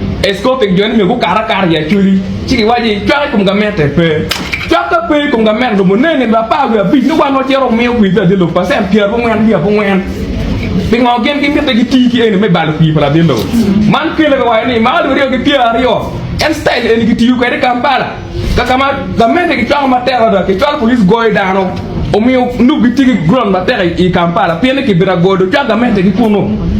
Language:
Acoli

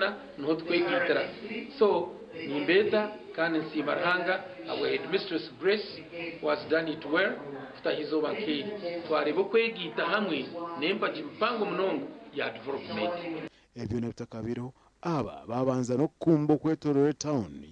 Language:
Nyankole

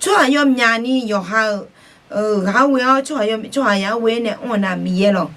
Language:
Akha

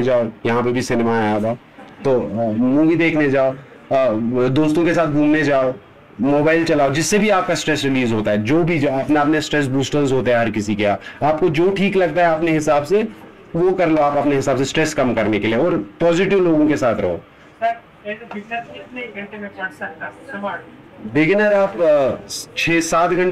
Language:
Hindi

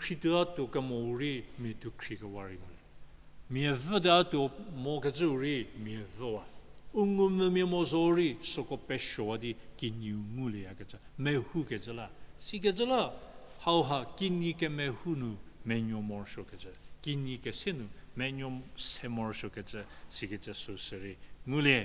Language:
Angami Naga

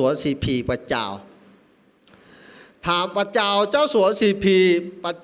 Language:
S'gaw Karen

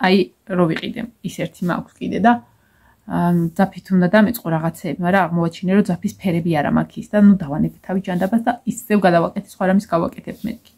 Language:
Georgian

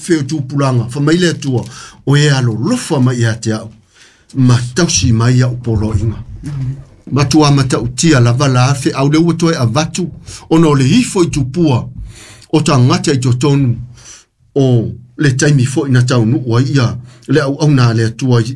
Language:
Samoan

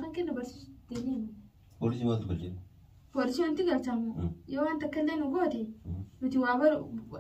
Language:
Oromo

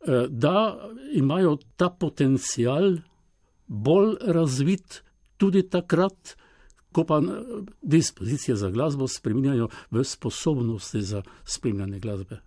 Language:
Slovenian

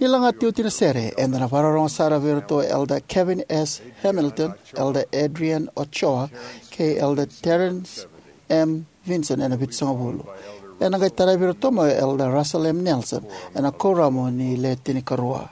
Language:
Fijian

